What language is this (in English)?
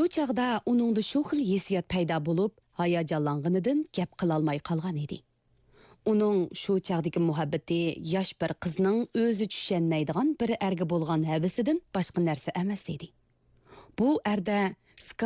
Uyghur